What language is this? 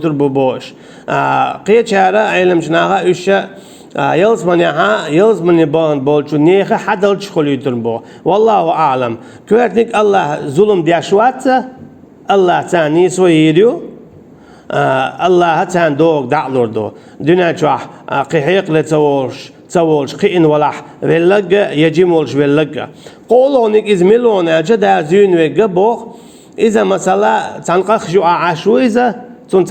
Chechen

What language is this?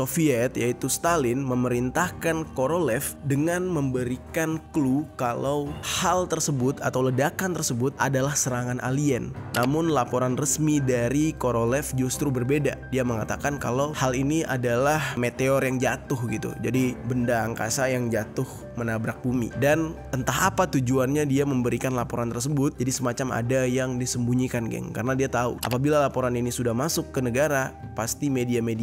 Indonesian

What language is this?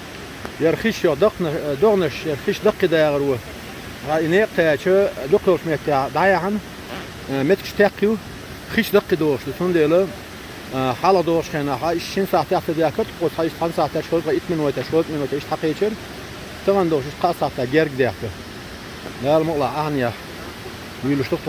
Chechen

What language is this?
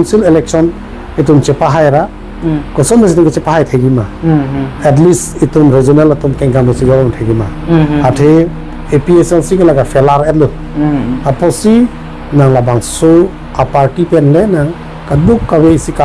Karbi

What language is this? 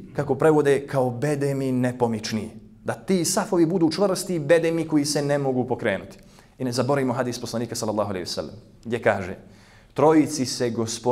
Bosnian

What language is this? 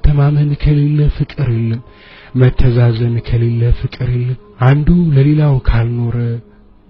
Amharic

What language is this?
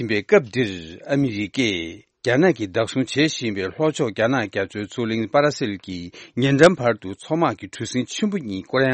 Tibetan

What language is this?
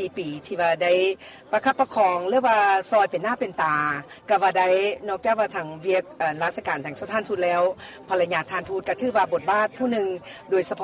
Lao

